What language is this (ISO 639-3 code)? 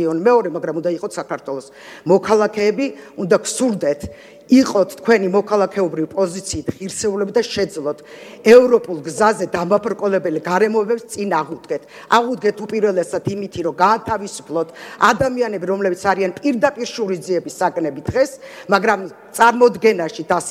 kat